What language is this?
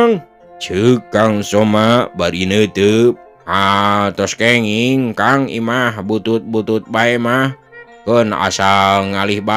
Sundanese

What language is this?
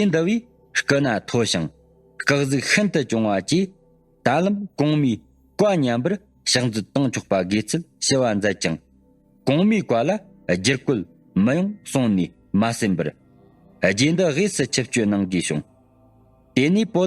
Tibetan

